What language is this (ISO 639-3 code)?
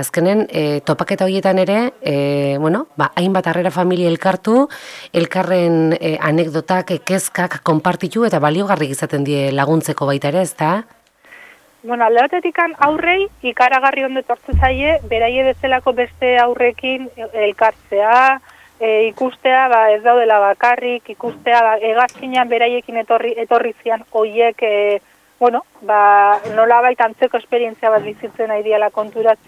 eus